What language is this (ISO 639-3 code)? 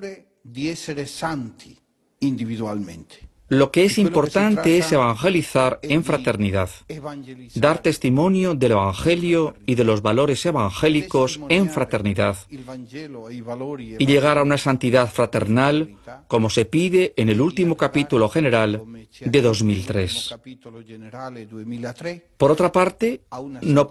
spa